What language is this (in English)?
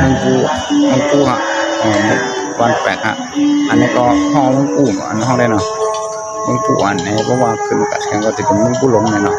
Shan